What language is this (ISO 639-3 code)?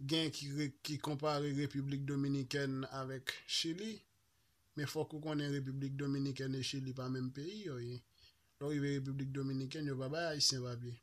hat